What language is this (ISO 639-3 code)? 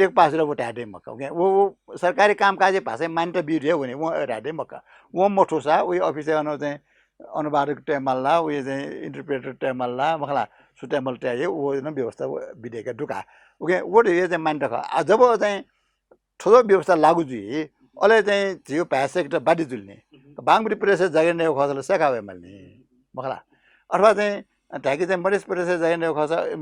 new